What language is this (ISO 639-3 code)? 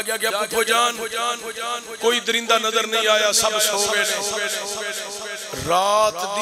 urd